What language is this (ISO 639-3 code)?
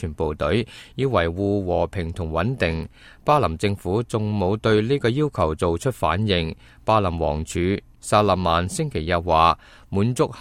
yue